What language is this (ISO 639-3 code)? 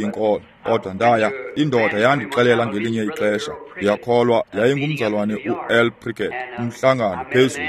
xho